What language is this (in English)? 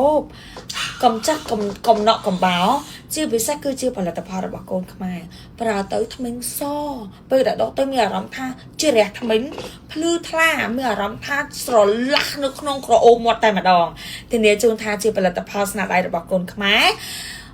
Khmer